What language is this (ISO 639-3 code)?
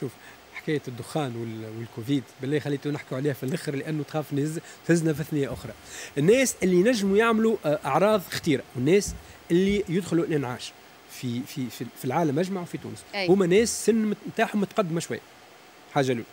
aeb